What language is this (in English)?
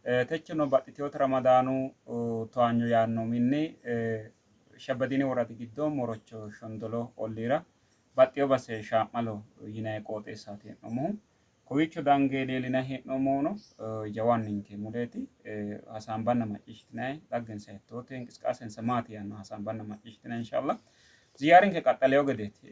Sidamo